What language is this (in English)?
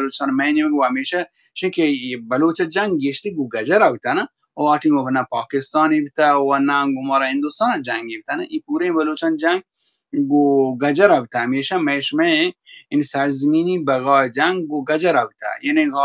Baluchi